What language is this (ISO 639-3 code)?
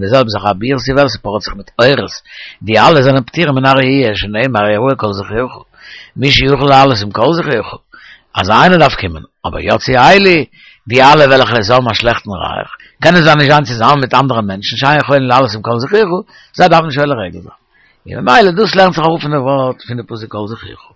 yid